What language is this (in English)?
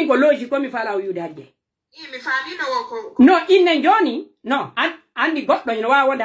Pular